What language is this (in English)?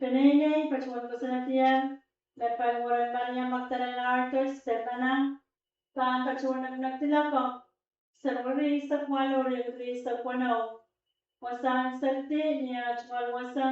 Pohnpeian